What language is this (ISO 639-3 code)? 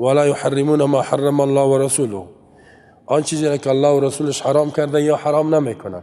fas